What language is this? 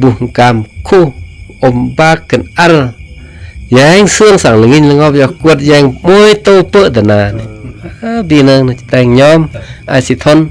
Khmu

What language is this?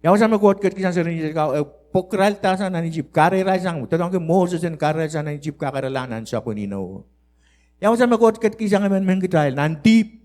Pohnpeian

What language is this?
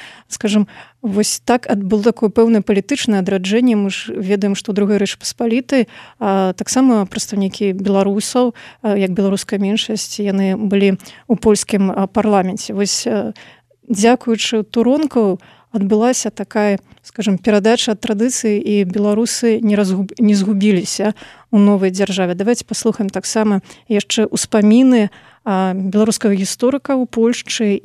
Belarusian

